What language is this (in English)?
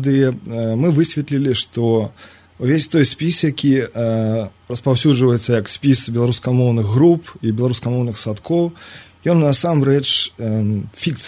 Belarusian